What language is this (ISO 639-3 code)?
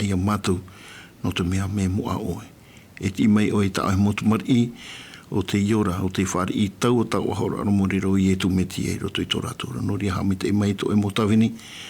tah